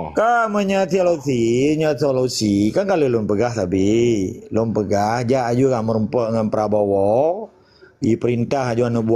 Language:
Achinese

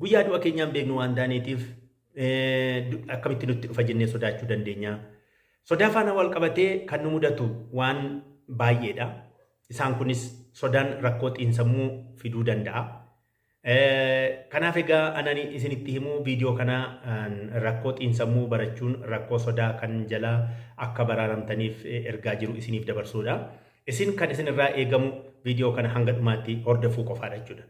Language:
Oromo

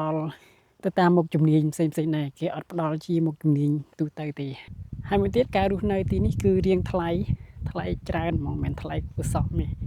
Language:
Khmer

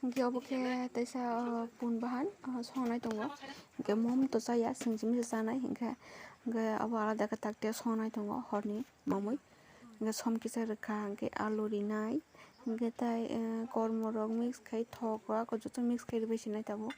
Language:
Kok Borok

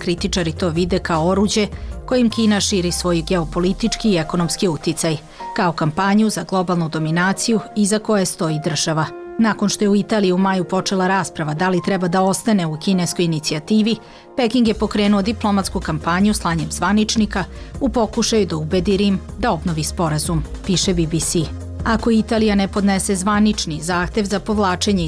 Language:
Serbian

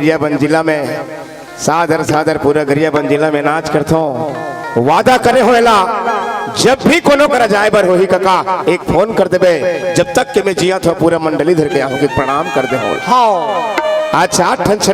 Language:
Chhattisgarhi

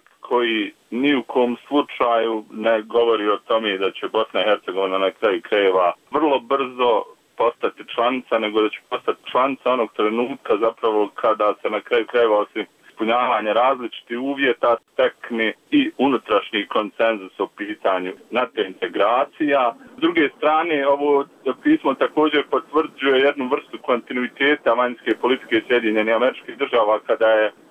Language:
Bosnian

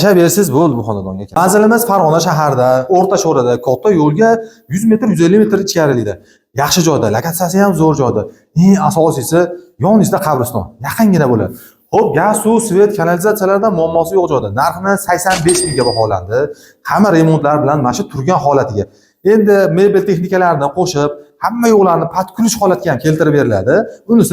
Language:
Uzbek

